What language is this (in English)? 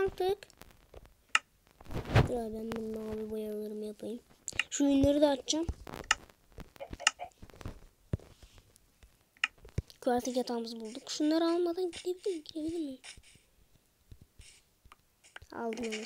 Turkish